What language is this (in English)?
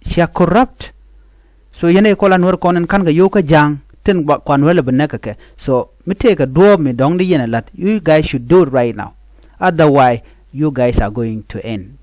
Nuer